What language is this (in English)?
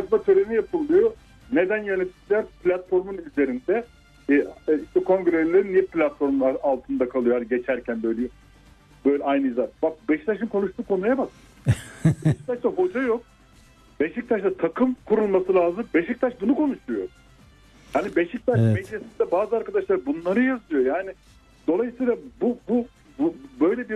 Turkish